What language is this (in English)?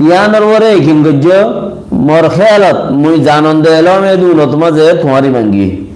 Rohingya